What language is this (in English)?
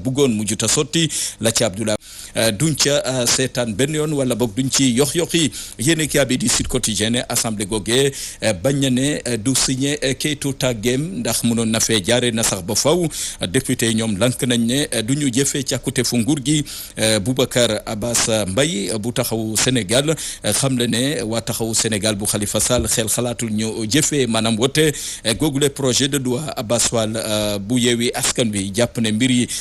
Wolof